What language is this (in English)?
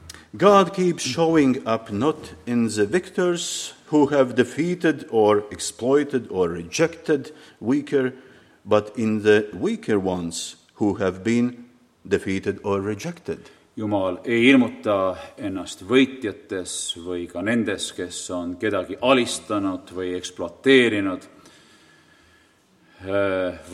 Estonian